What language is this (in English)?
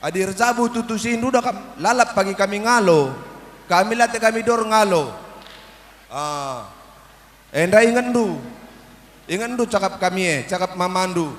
Batak Karo